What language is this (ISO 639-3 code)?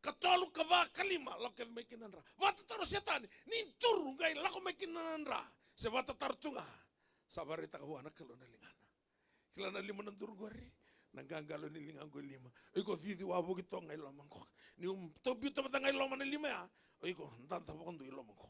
fij